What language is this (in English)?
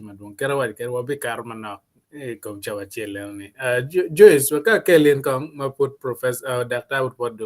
Acoli